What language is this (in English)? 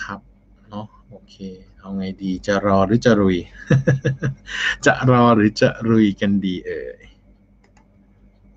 Thai